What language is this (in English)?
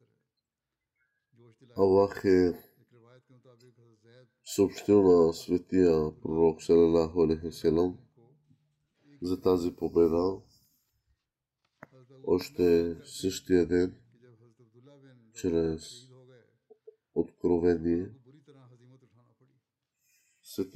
Bulgarian